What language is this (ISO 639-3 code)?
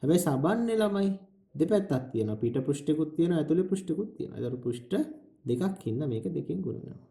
sin